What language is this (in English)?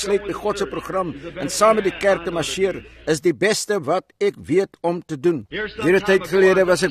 Afrikaans